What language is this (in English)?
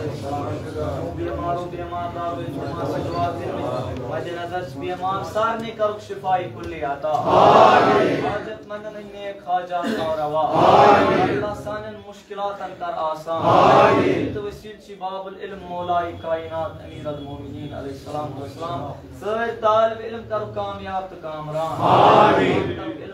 Kashmiri